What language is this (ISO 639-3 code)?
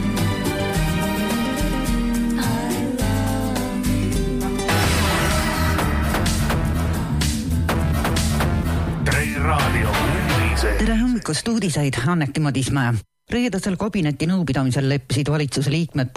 est